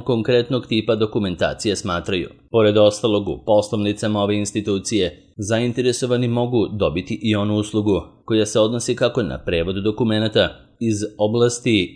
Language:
Serbian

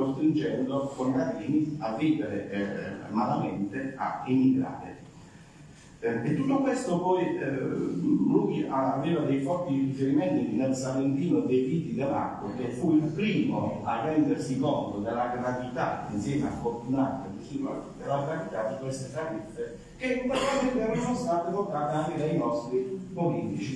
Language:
Italian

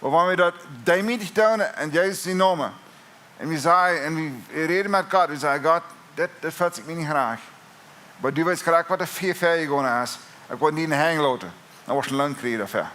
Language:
Plautdietsch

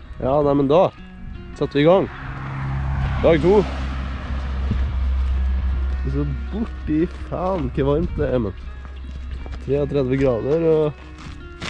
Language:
Norwegian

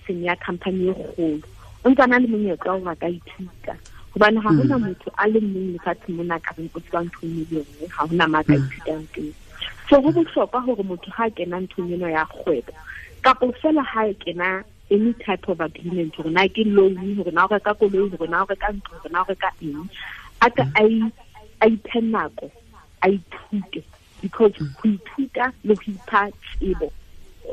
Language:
Southern Sotho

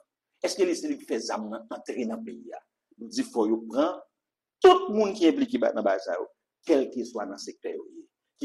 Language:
Haitian Creole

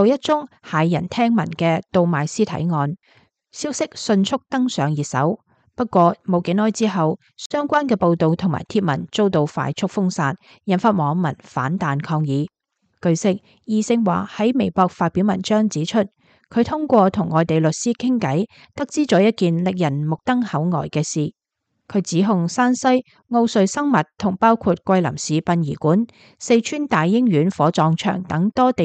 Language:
Cantonese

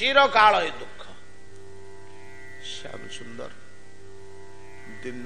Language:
Odia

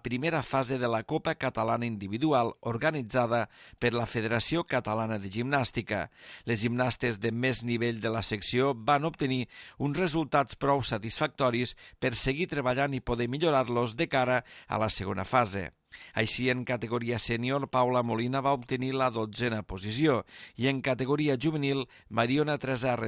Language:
Catalan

